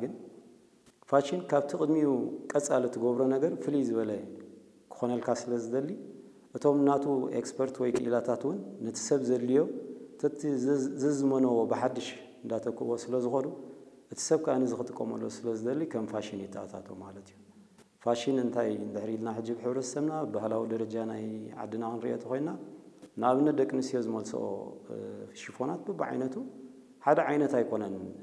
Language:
Tigrinya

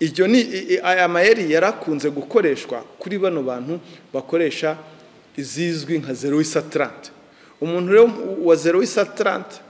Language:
Kinyarwanda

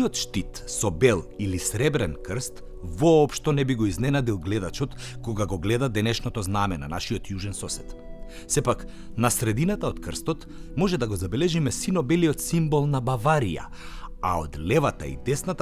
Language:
Macedonian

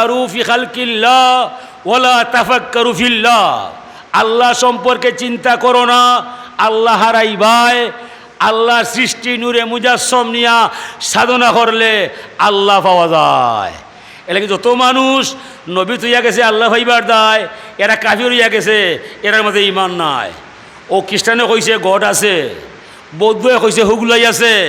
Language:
Sylheti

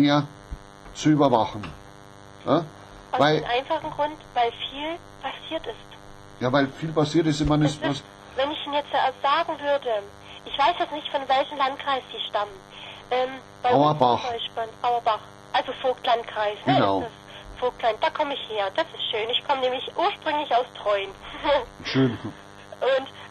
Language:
German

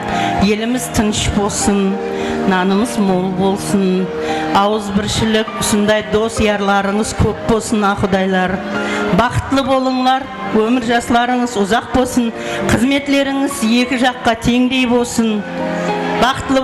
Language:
Kara-Kalpak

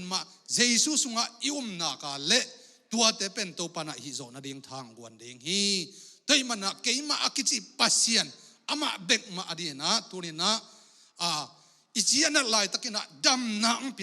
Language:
Tedim Chin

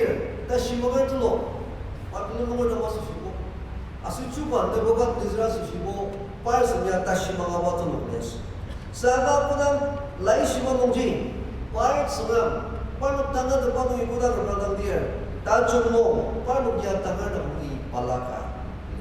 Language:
Ao Naga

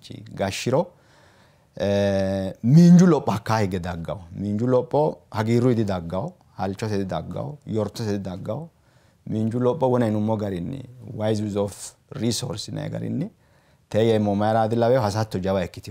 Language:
Sidamo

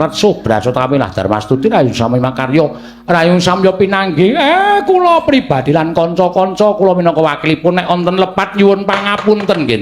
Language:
Javanese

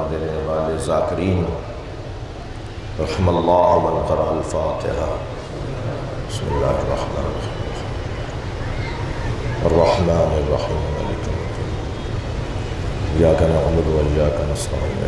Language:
Urdu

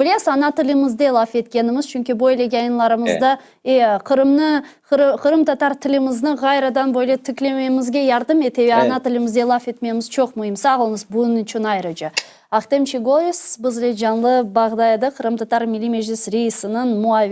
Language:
Crimean Tatar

